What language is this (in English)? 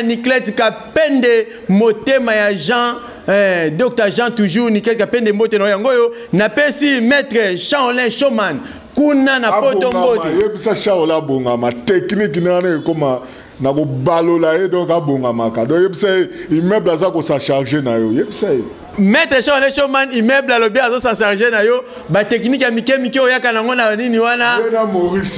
Lingala